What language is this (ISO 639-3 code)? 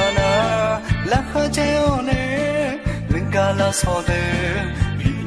ahk